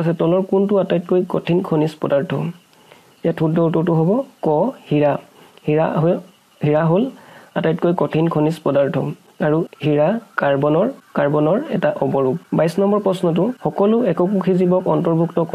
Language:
Assamese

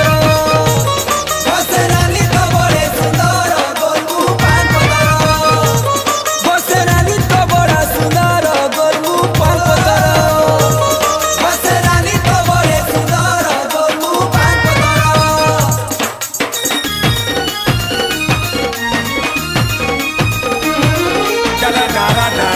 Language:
Sambalpuri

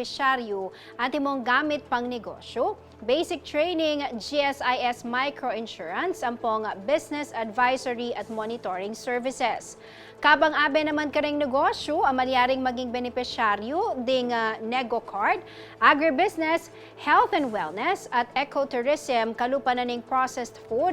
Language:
Pampanga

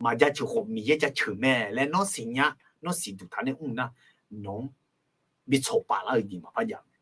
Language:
Akha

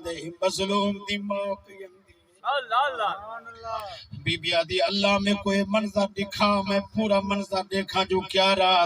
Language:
Saraiki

